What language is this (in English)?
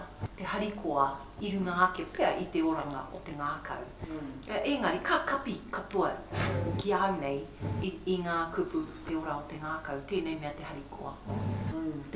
Māori